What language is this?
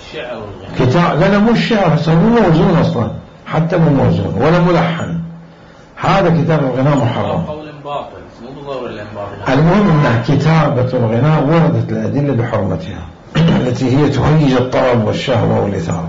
Mesopotamian Arabic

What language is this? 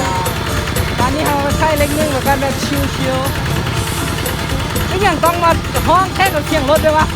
Lao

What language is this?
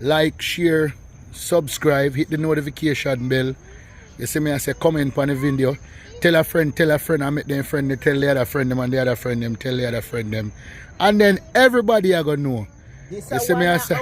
Jamaican Creole English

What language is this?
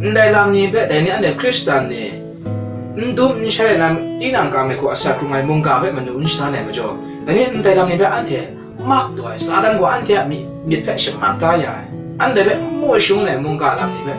Kachin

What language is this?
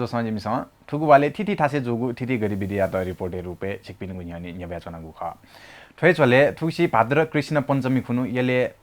Newari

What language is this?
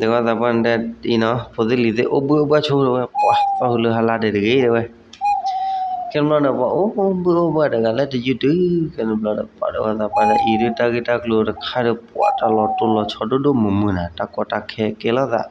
S'gaw Karen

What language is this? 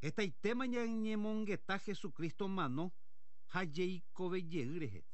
Guarani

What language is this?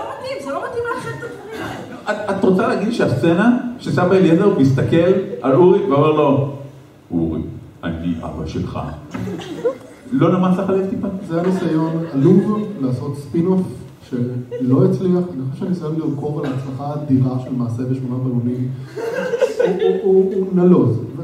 Hebrew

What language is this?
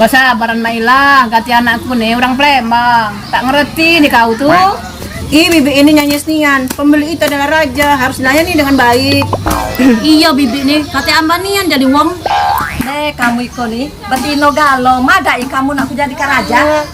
Musi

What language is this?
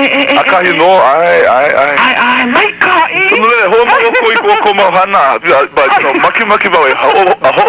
Hawaiian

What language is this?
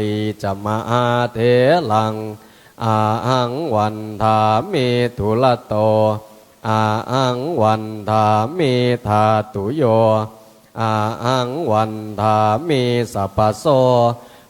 Pali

